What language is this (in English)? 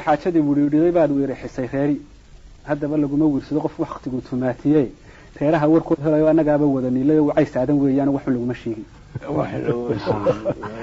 Somali